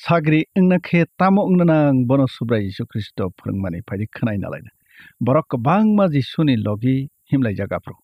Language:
Kok Borok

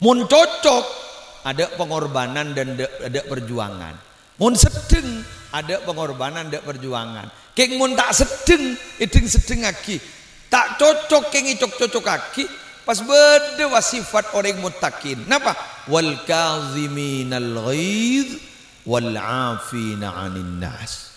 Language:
Madurese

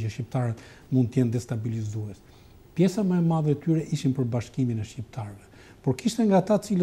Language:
Albanian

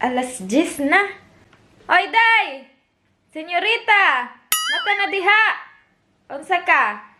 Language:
Cebuano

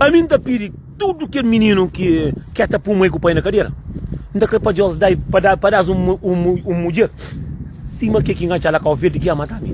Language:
Kabuverdianu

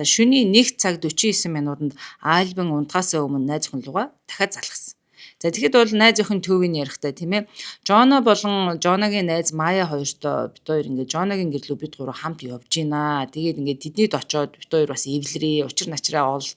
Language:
Mongolian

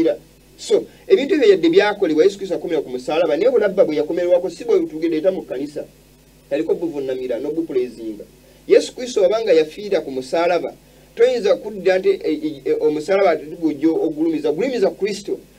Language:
Ganda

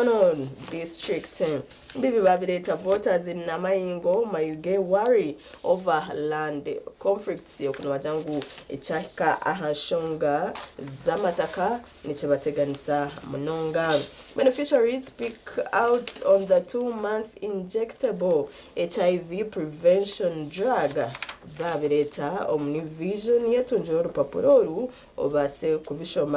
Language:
Nyankole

